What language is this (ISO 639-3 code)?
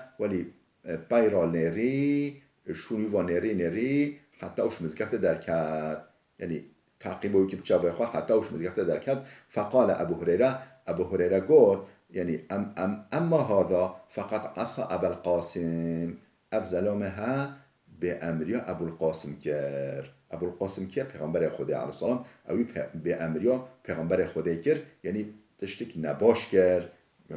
kur